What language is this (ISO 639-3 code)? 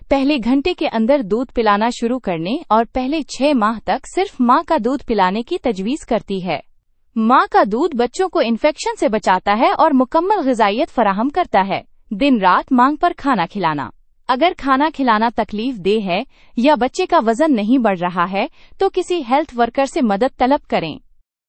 urd